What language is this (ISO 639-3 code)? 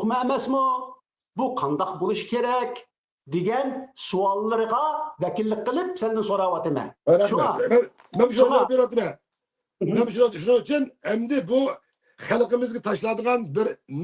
uig